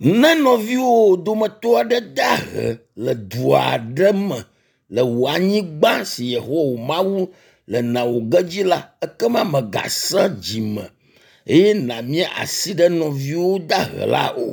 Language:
Ewe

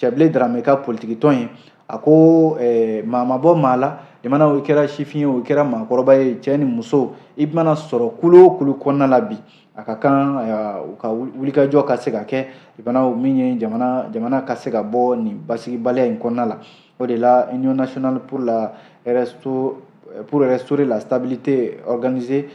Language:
Bambara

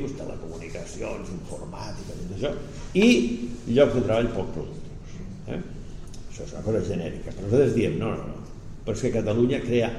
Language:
Catalan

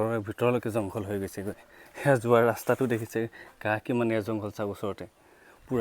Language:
Assamese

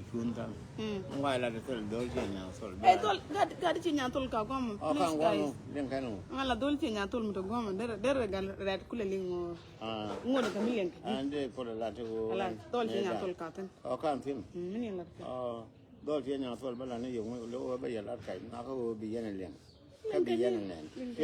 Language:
Nuer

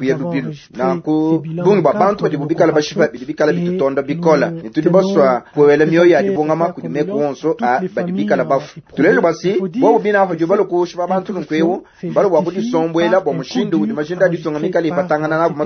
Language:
Luba-Lulua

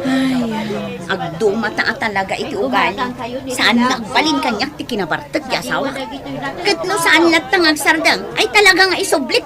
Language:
Iloko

